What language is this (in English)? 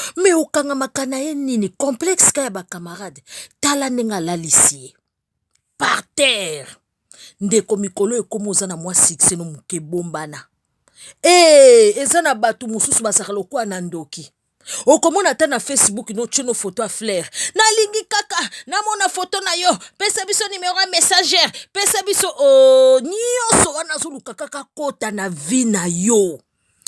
Lingala